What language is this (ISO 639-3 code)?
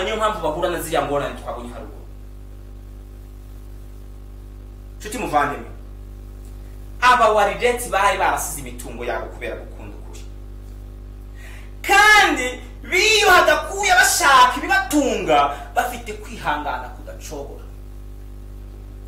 kin